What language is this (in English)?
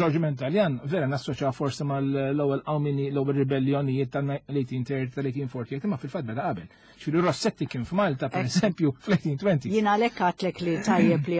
Maltese